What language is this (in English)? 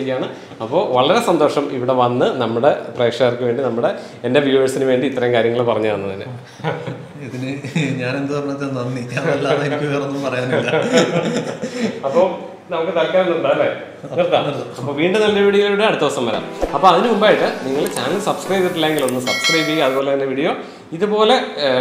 Malayalam